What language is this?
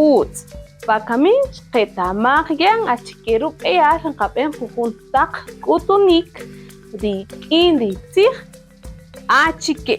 Kaqchikel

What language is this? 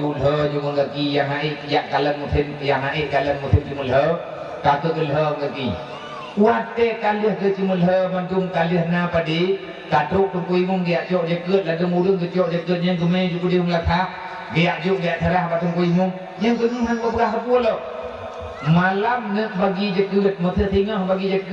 Achinese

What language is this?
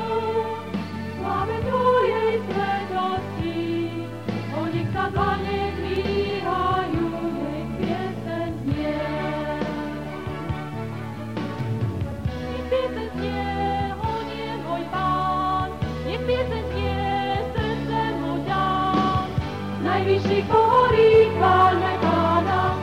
Slovak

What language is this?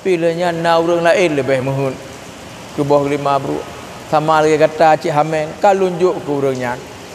Achinese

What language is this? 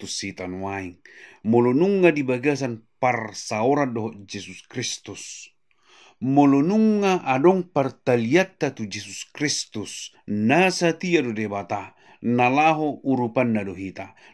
Batak Toba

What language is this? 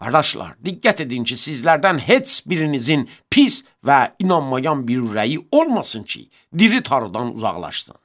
Azerbaijani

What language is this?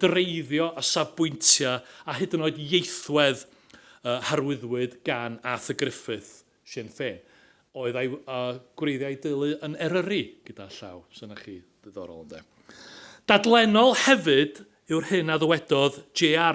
Welsh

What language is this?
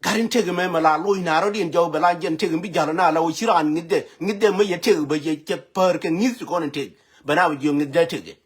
Nuer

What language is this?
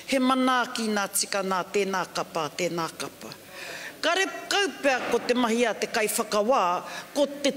Māori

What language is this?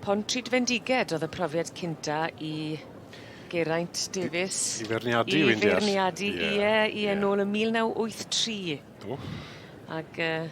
Welsh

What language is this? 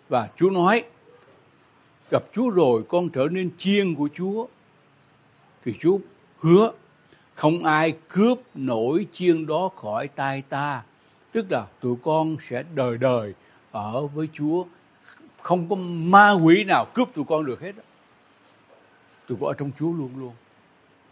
Vietnamese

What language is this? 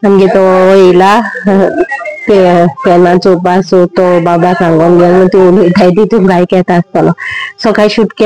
Konkani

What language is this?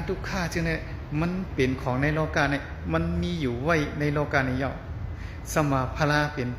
Shan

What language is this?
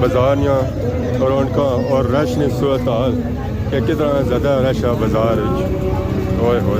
Pahari-Potwari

